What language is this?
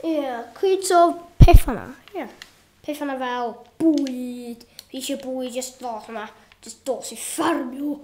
Welsh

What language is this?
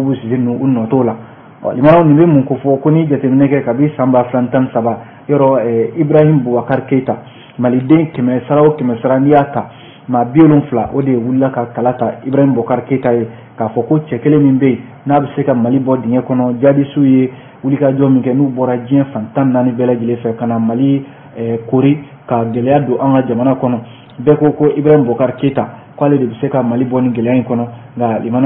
Bambara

